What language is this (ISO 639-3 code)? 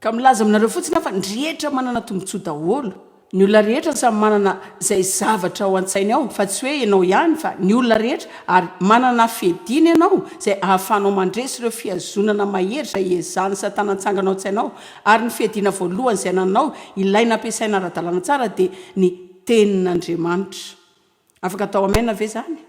mlg